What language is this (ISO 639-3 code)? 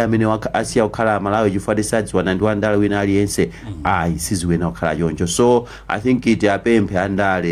nya